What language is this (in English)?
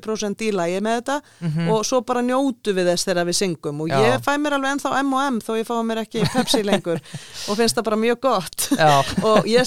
Icelandic